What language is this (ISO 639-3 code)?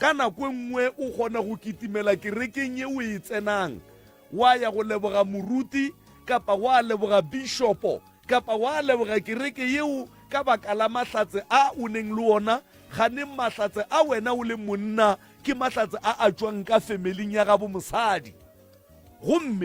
nso